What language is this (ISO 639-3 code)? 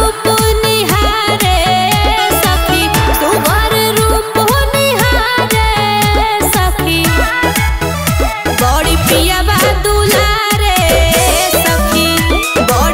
bho